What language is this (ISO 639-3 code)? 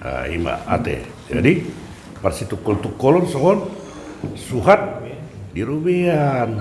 bbc